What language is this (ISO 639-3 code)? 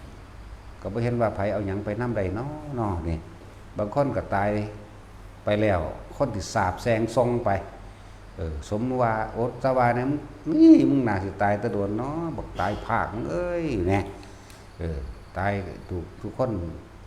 tts